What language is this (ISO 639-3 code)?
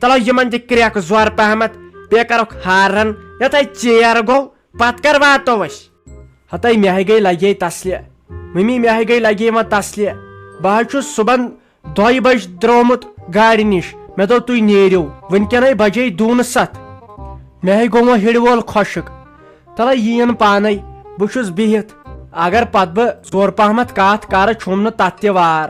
kas